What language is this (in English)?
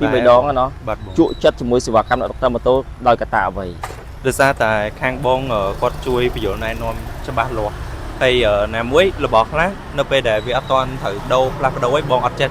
Khmer